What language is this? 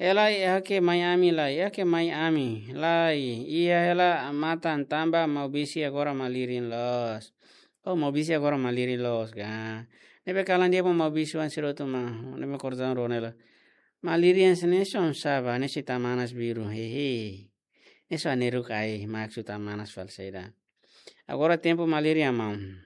Tetum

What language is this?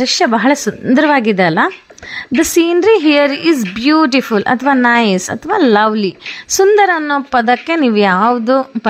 Kannada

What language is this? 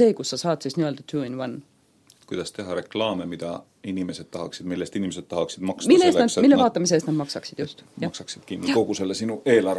Estonian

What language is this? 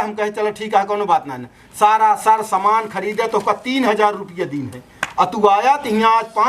Awadhi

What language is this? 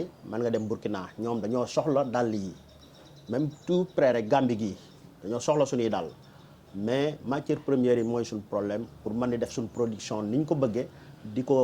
Wolof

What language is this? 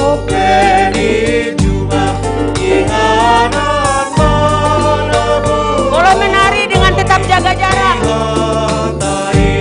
Batak Simalungun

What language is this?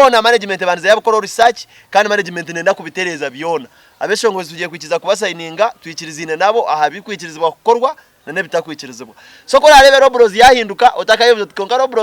Nyankole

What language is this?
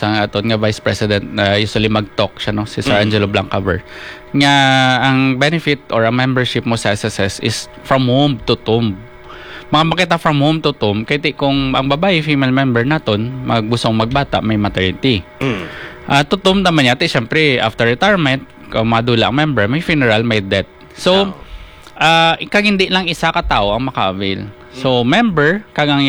Hiligaynon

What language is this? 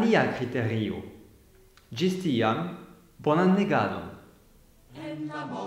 Esperanto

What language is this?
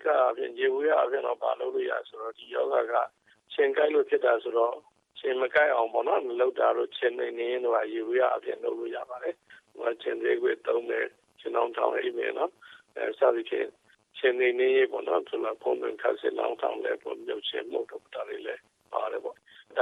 Burmese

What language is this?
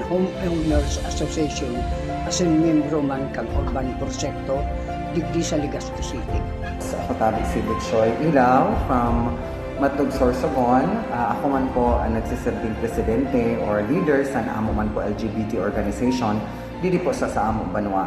Bikol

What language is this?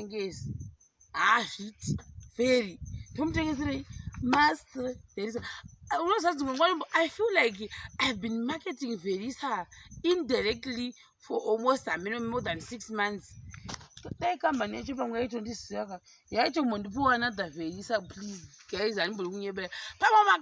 Shona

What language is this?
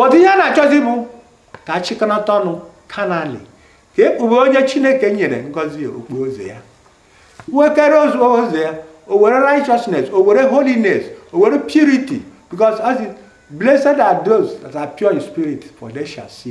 Igbo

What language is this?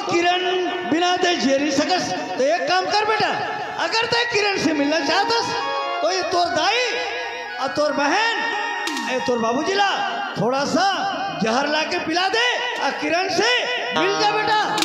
Chhattisgarhi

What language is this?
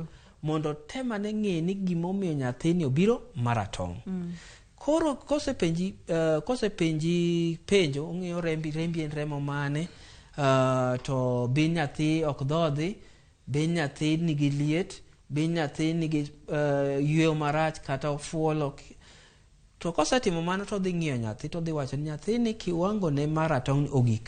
Luo (Kenya and Tanzania)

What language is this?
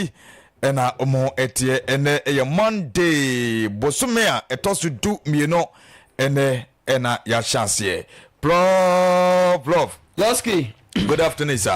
Akan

